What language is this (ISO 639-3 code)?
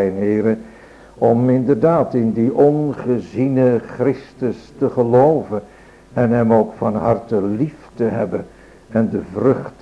nld